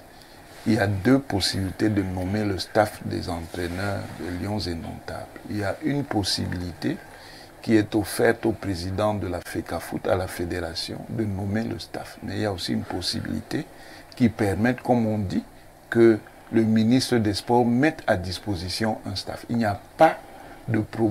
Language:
French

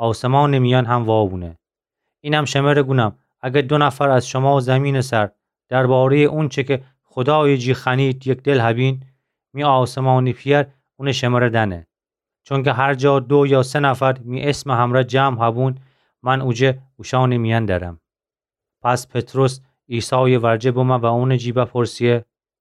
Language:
Gilaki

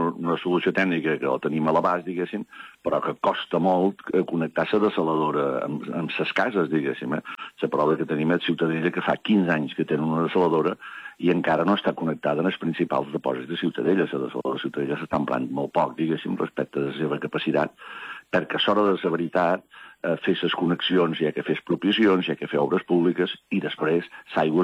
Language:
Catalan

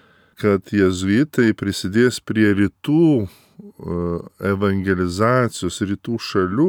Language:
Lithuanian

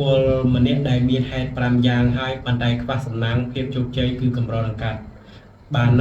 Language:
Khmer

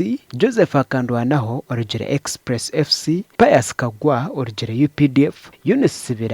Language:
Nyankole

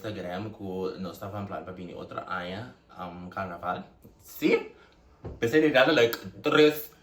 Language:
Papiamento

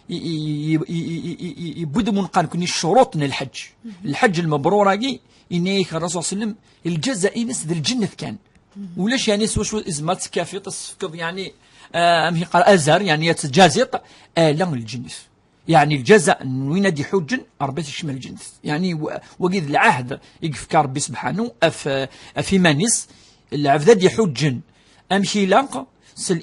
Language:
Kabyle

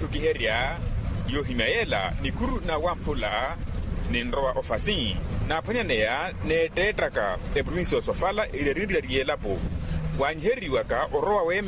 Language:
Makhuwa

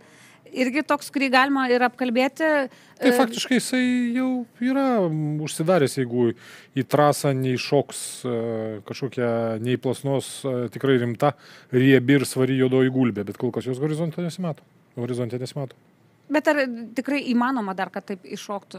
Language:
Lithuanian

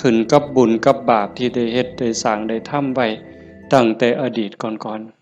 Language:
Northeastern Thai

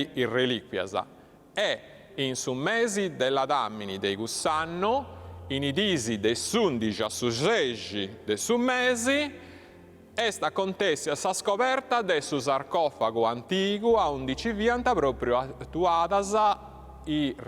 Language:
Sardinian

